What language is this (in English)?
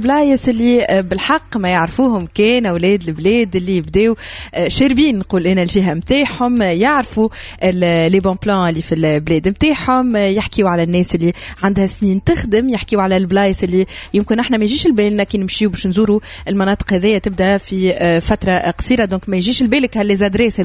Tunisian Arabic